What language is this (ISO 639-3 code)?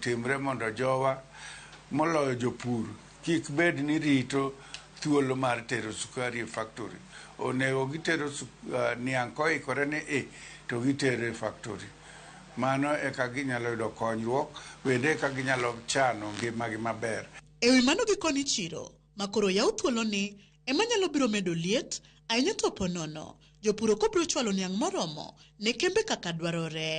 luo